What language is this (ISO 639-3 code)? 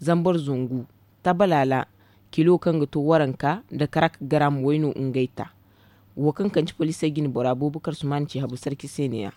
dje